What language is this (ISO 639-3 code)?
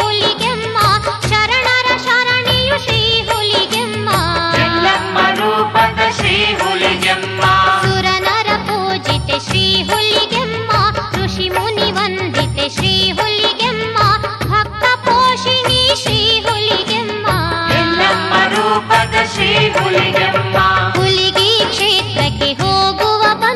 kan